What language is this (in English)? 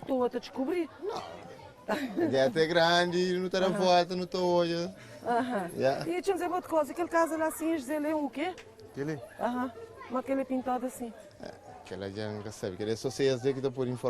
Kabuverdianu